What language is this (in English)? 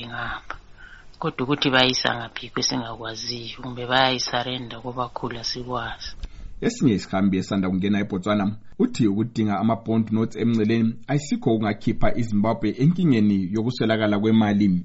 North Ndebele